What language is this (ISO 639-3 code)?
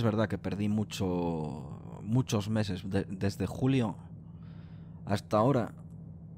spa